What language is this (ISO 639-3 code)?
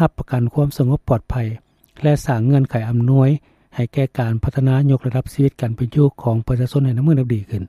lao